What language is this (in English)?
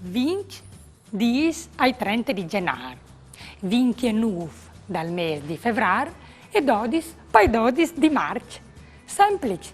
Friulian